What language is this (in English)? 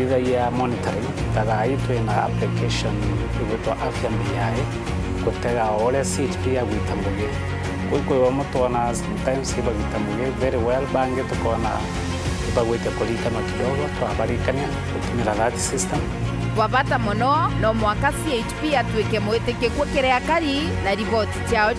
Meru